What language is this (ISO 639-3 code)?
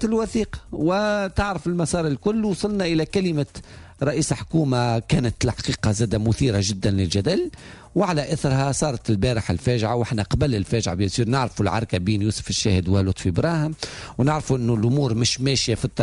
aeb